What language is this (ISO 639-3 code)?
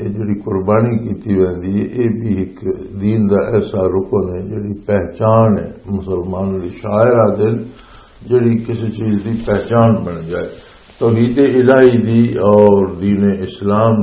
lah